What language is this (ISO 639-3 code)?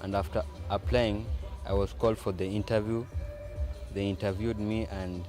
kam